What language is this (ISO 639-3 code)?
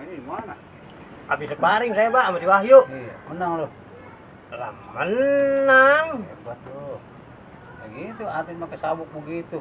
bew